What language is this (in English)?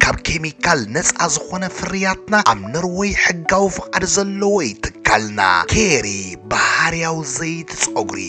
Tigrinya